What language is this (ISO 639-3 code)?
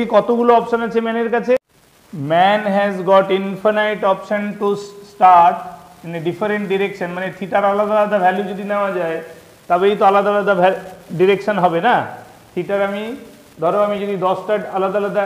ben